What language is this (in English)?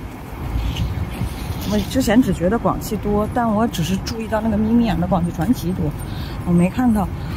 Chinese